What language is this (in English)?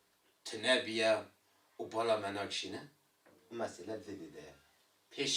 Kurdish